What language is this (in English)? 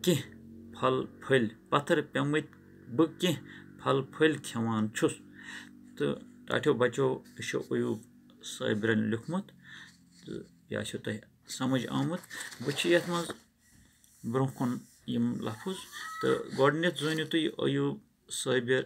Kashmiri